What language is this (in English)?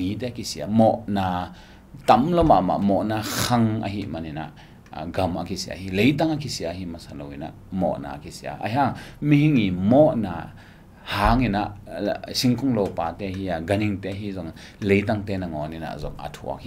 Tedim Chin